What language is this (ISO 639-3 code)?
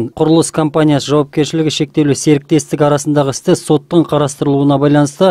kaz